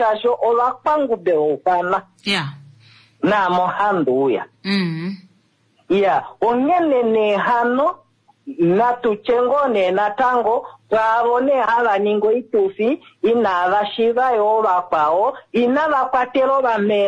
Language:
Kuanyama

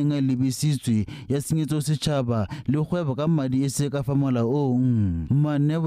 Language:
Tswana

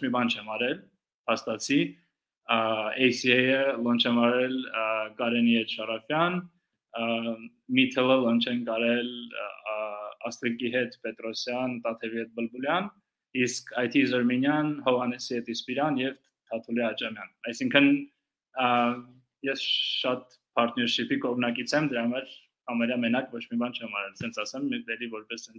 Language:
Armenian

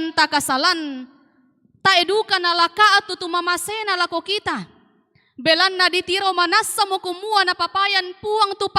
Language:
Toraja-Sa'dan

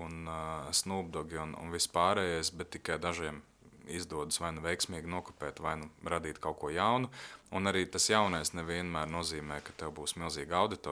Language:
Latvian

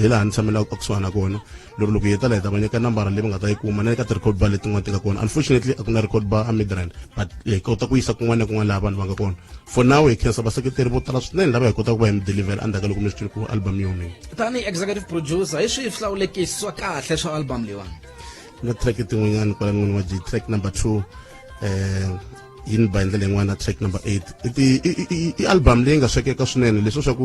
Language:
Tsonga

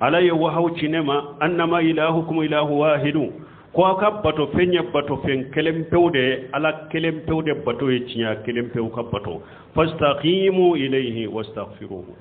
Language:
Bambara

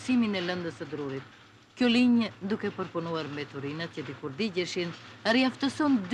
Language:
Albanian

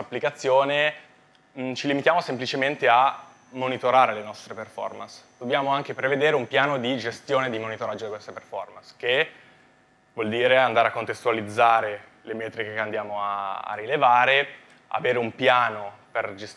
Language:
Italian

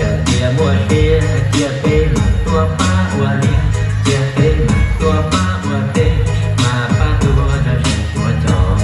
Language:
Hmong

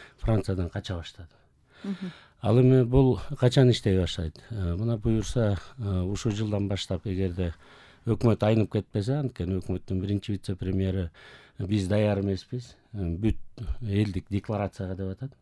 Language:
Kyrgyz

